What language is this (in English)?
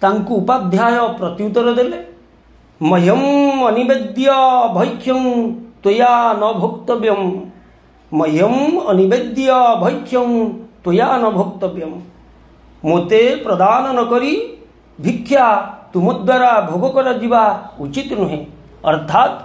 Odia